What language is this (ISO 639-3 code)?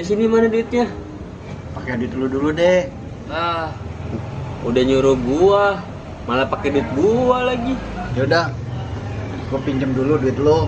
bew